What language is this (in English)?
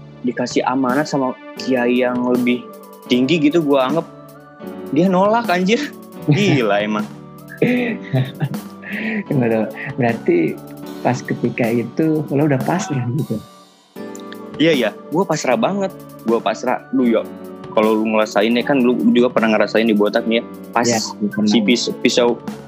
Indonesian